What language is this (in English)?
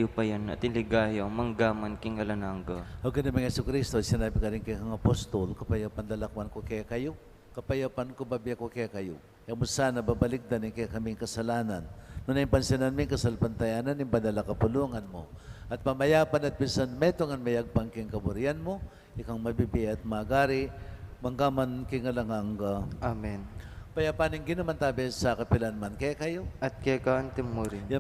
Pampanga